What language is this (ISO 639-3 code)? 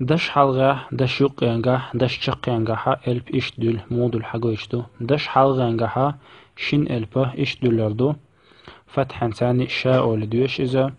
che